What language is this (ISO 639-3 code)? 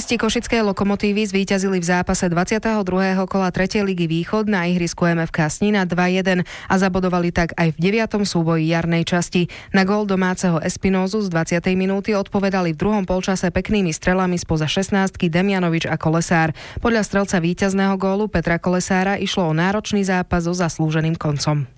slk